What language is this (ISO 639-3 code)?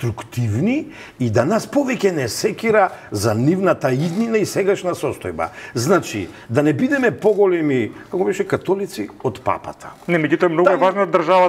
mkd